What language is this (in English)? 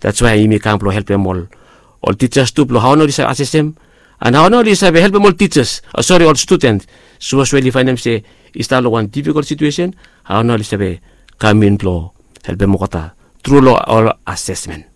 Bislama